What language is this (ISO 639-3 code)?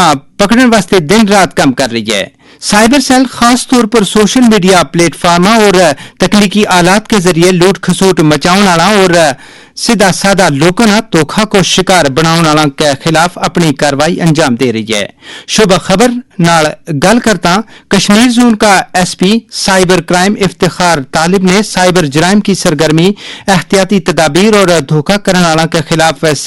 gju